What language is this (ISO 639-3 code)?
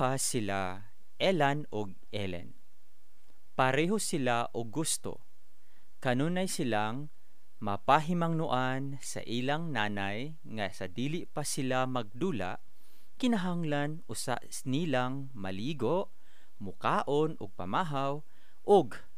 ceb